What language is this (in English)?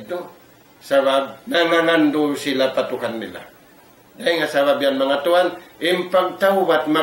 Tausug